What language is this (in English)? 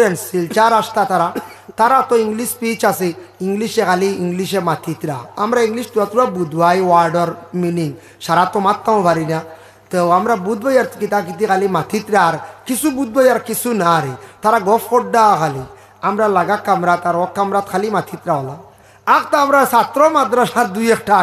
Sylheti